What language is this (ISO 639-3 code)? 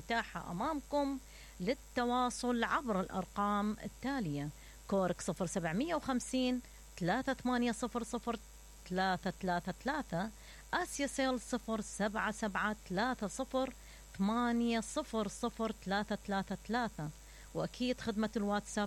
acm